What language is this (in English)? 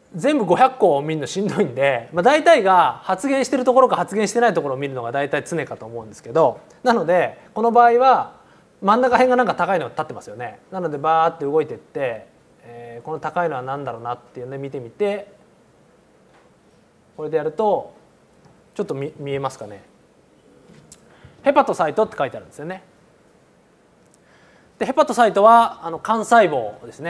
Japanese